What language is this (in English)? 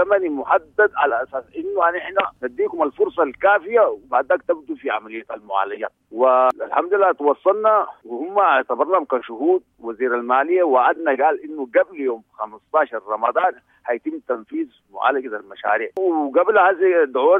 Sudanese Arabic